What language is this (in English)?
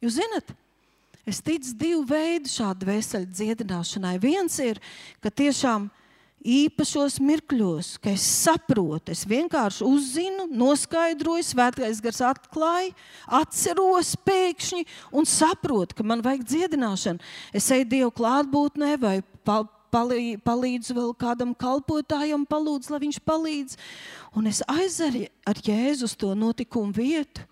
Latvian